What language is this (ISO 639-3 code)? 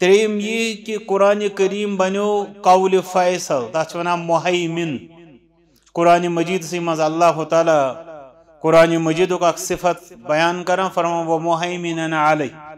kas